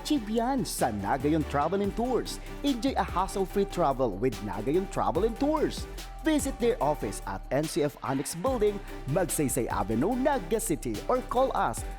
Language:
Bikol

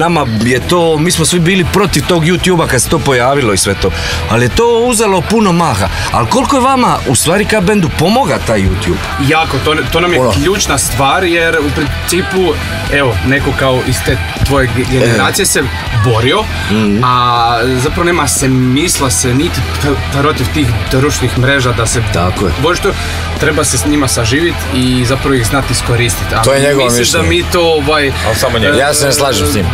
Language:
Croatian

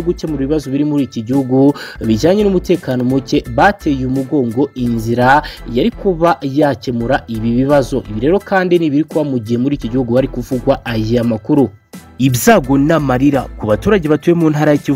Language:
Kinyarwanda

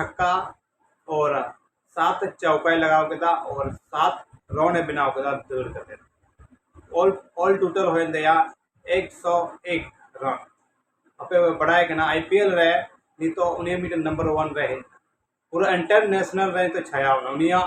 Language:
Santali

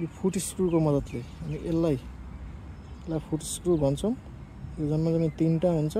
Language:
Nepali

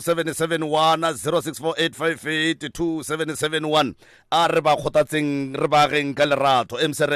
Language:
Northern Sotho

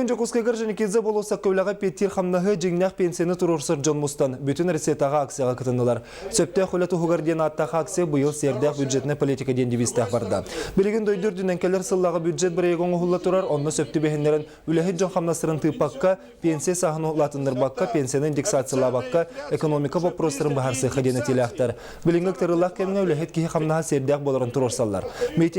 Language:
Yakut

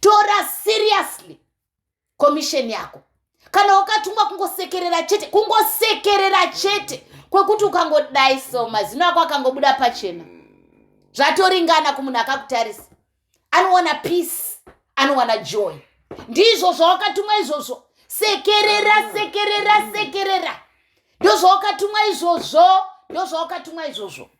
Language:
Shona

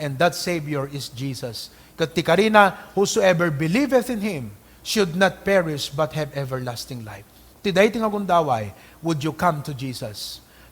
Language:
Iloko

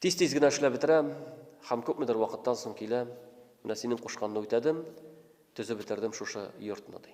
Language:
Tatar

